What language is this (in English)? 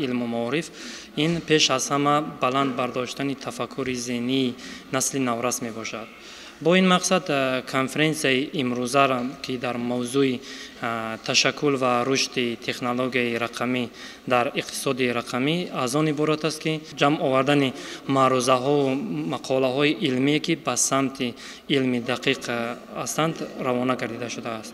Tajik